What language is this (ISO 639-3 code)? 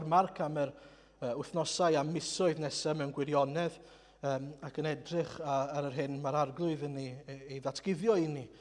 cym